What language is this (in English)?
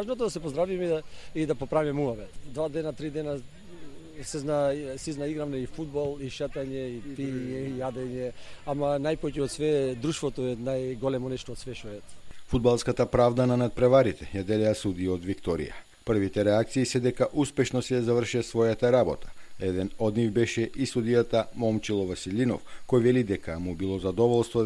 Macedonian